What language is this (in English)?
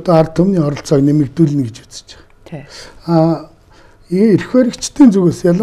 Mongolian